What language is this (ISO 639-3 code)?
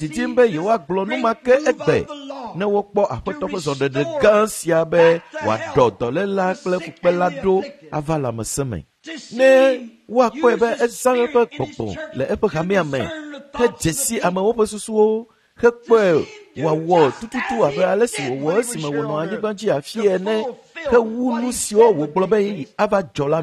ewe